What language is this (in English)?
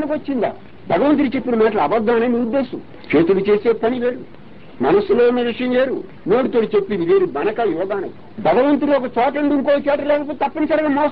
Telugu